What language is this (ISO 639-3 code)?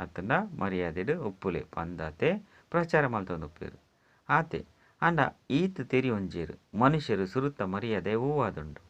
tcy